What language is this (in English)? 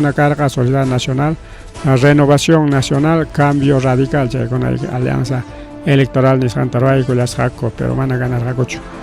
Ayacucho Quechua